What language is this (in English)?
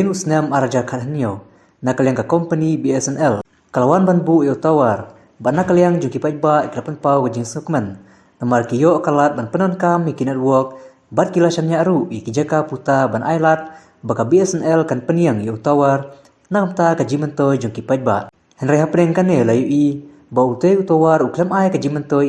Khasi